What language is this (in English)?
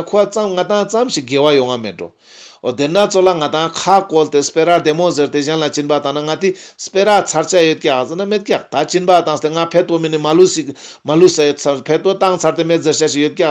Ladakhi